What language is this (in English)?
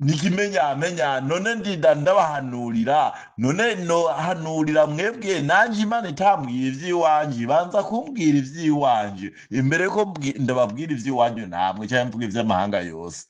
Rundi